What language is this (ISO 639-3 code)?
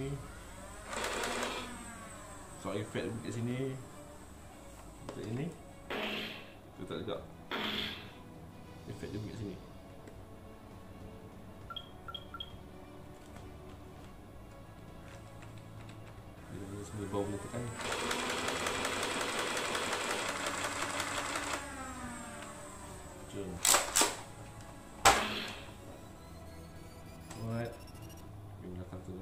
msa